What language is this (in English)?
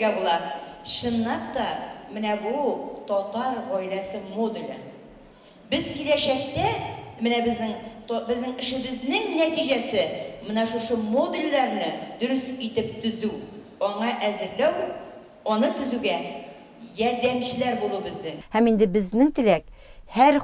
Tatar